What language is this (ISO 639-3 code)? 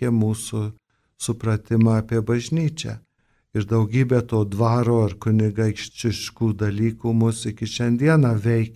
lit